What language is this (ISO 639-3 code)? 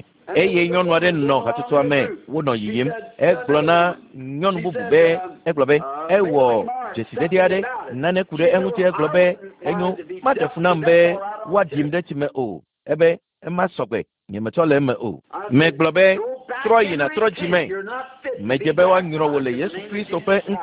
ewe